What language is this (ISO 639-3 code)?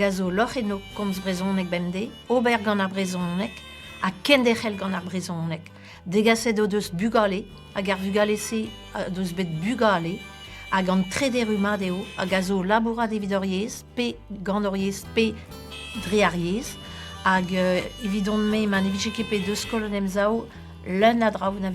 bre